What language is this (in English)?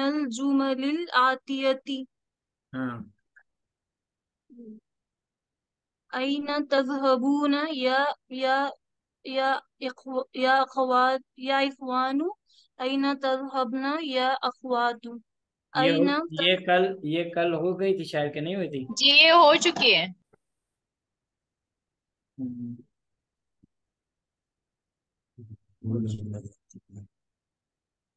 Urdu